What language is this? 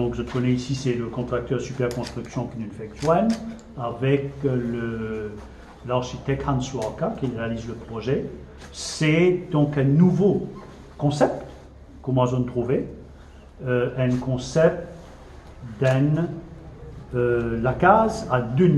Morisyen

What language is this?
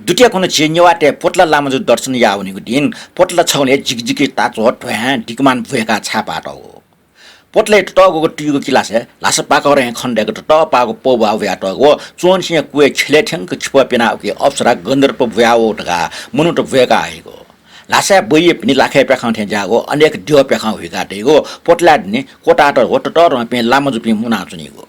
Newari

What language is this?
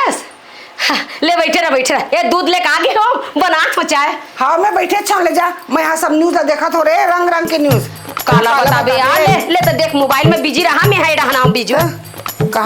Chhattisgarhi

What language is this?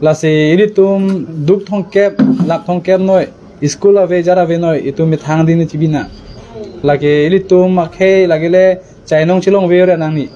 Karbi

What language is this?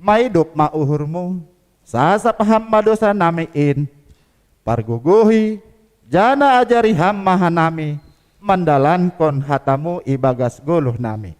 Batak Simalungun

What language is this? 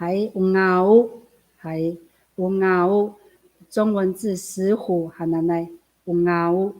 Amis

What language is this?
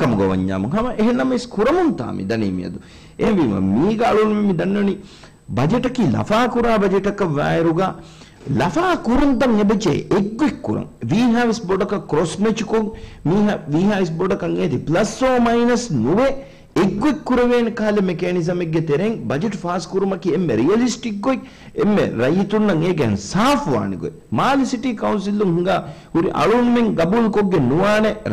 Divehi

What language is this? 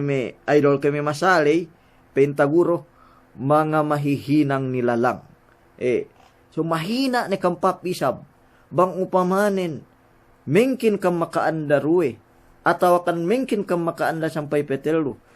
Yakan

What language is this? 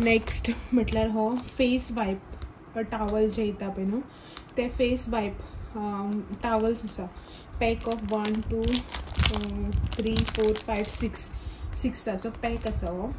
Konkani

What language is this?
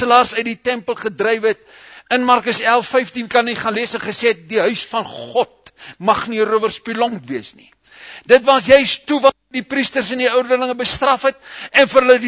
Afrikaans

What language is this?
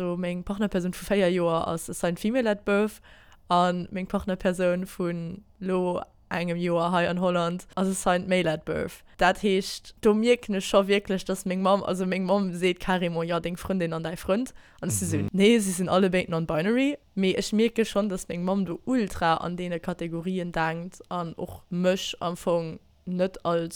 Luxembourgish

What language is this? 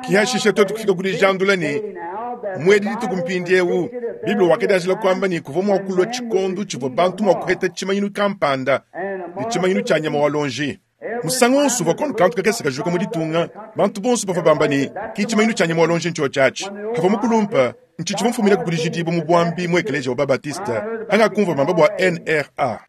Luba-Lulua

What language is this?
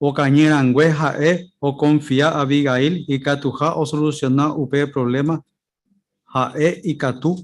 Guarani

